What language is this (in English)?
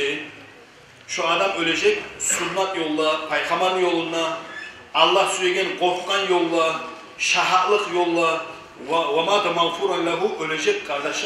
Kumyk